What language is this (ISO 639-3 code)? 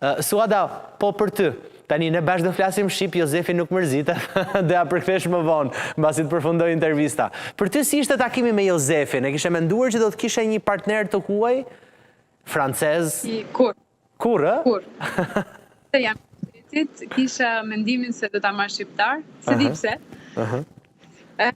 sqi